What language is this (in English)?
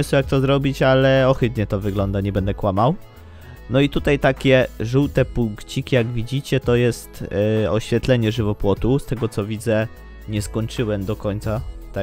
Polish